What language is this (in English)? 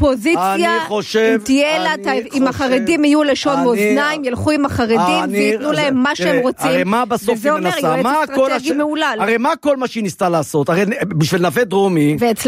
Hebrew